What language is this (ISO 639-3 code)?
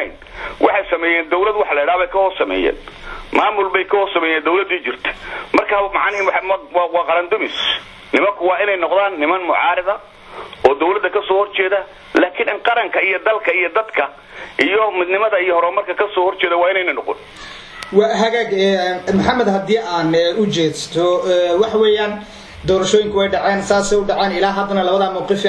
som